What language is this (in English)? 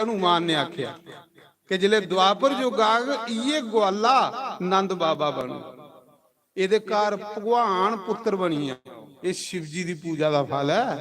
Dogri